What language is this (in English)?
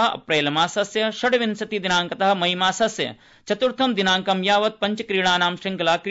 Sanskrit